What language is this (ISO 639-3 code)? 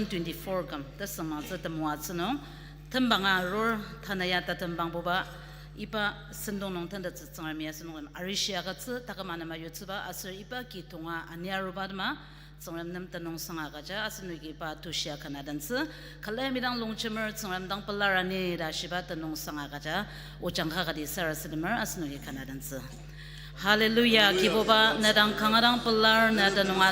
njo